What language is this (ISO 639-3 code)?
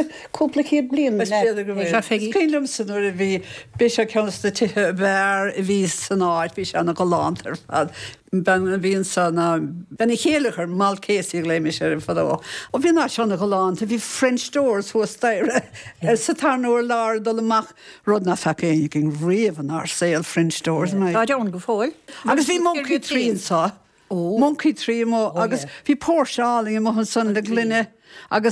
gle